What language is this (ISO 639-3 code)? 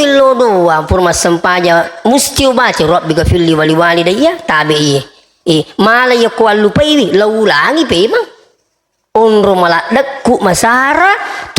bug